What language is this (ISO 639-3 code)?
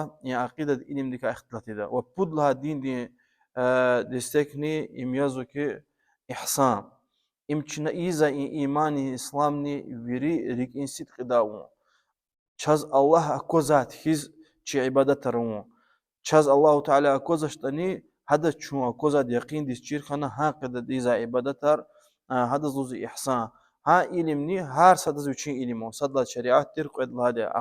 lez